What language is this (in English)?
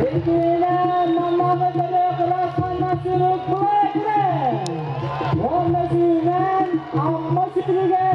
Yakut